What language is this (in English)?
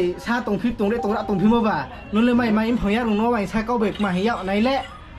Riang (India)